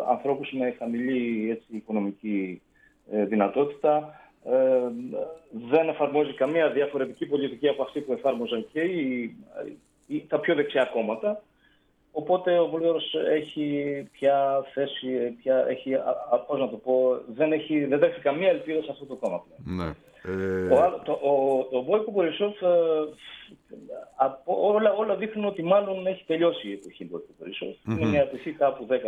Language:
Greek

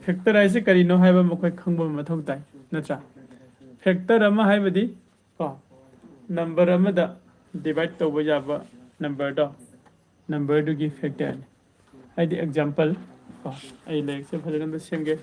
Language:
Manipuri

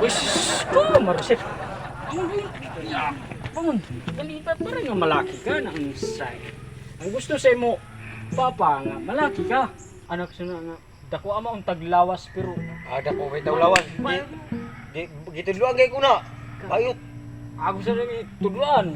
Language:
Cebuano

